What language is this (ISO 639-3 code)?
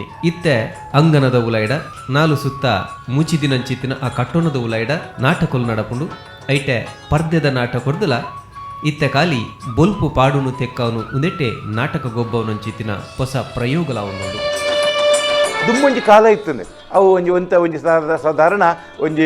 tcy